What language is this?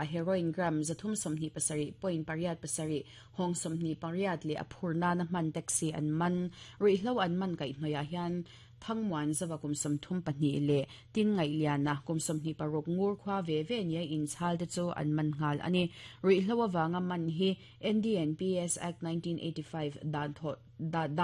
Mizo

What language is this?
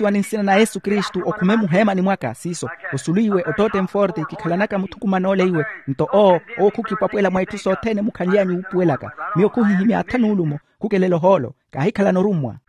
Makhuwa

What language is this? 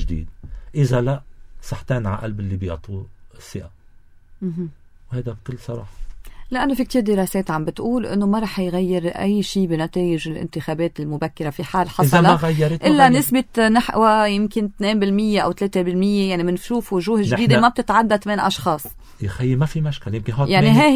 North Levantine Arabic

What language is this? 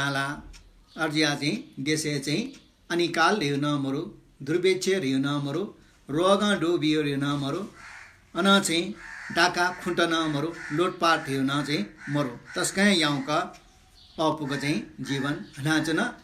Newari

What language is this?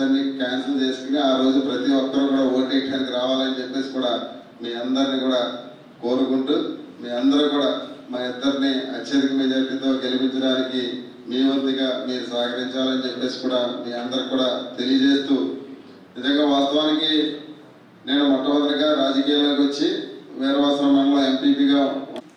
Telugu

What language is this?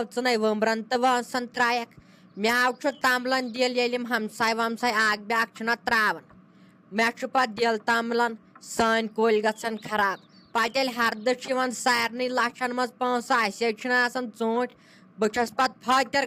Kashmiri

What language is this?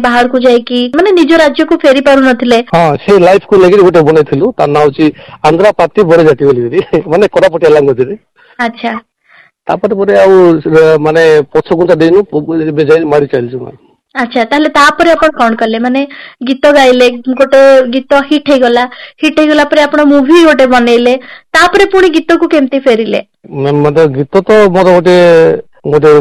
Odia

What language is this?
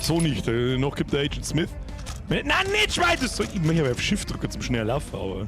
Bavarian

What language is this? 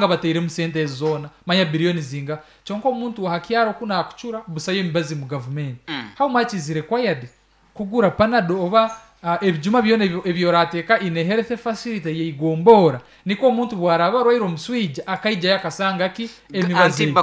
Nyankole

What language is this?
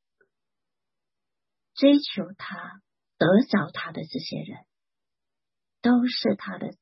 Chinese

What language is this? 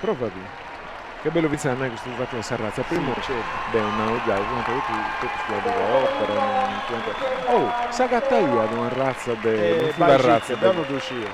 Sardinian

